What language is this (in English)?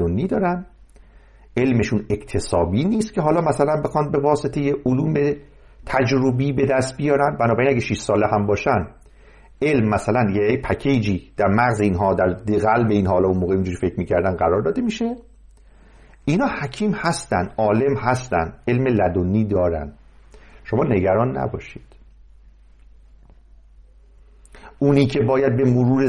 Persian